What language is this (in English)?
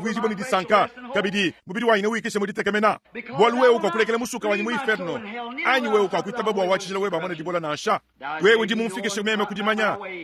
Luba-Lulua